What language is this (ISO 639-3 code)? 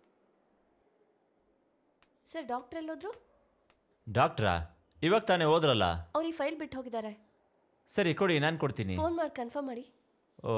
kan